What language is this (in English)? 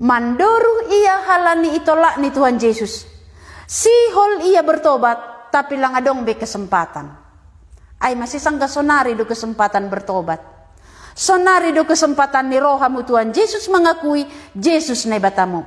Batak Simalungun